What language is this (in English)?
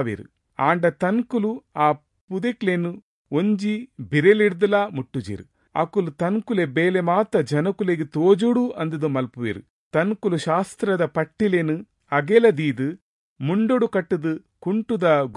Tulu